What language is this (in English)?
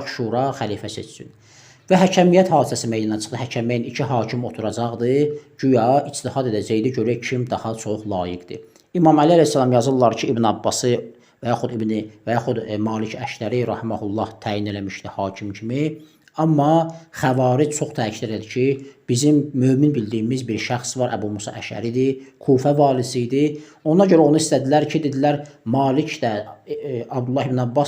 Azerbaijani